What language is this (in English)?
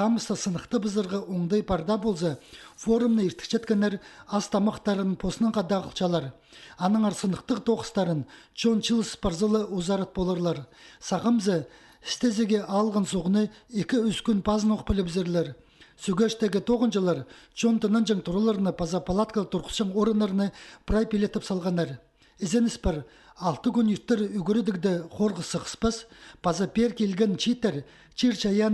Khakas